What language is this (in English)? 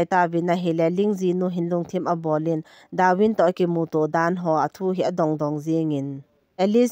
Thado Chin